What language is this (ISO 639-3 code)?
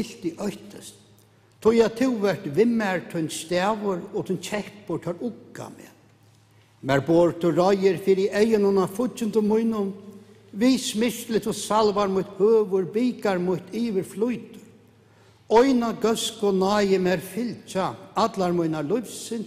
fao